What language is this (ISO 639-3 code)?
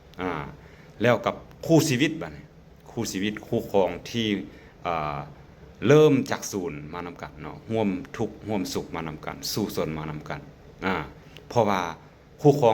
lao